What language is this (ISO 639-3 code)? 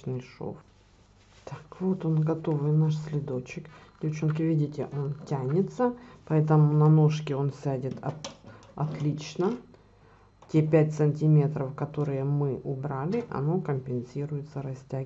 rus